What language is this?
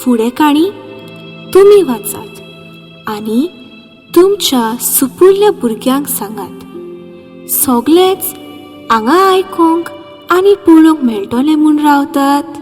Konkani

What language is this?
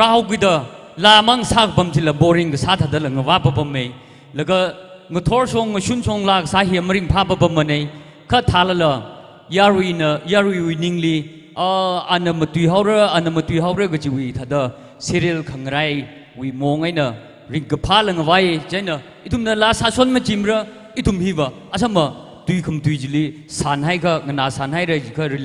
Tangkhul Naga (India)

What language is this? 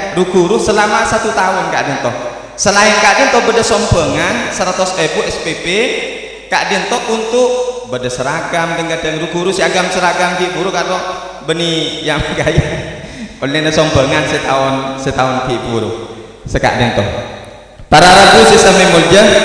Madurese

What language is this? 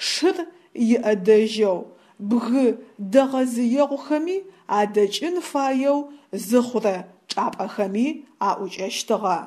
Adyghe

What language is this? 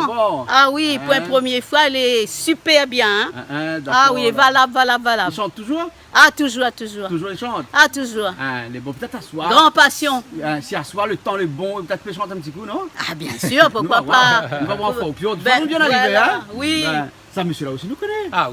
Réunion Creole French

